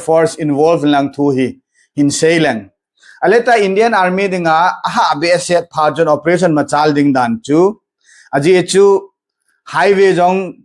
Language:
Thado Chin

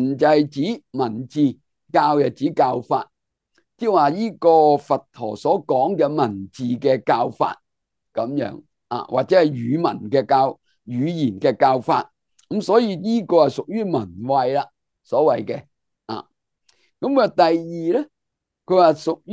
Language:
Cantonese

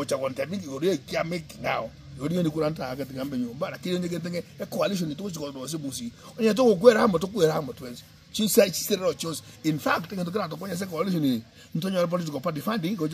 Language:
Gusii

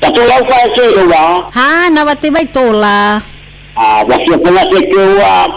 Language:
Nias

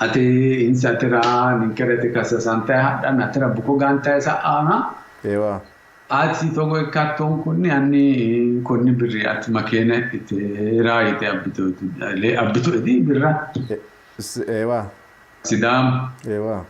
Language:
Sidamo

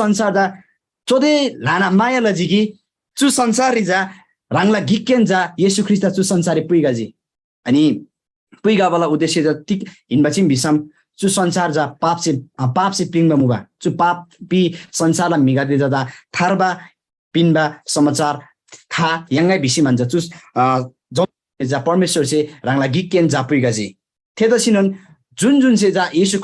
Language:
Eastern Tamang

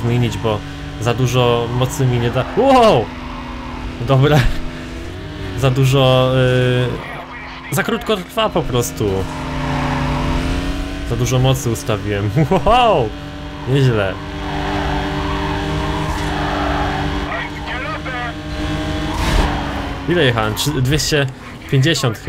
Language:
Polish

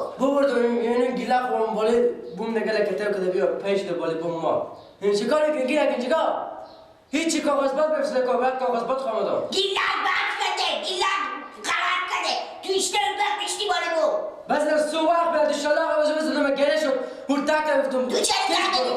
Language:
Persian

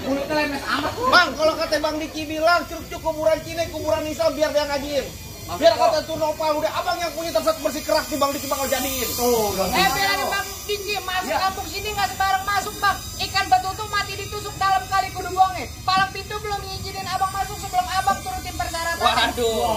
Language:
Betawi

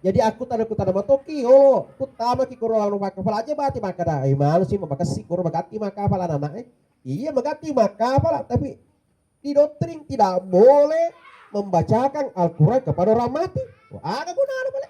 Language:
Buginese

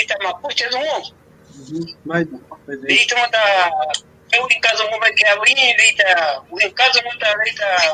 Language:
Mapuche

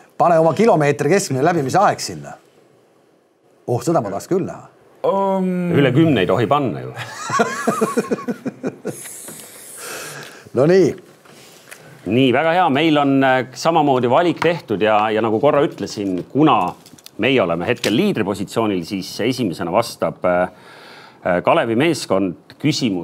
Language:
Estonian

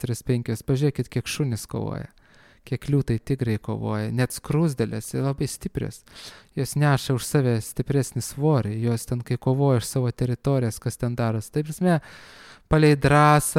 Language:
Lithuanian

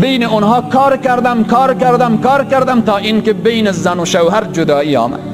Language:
Tajik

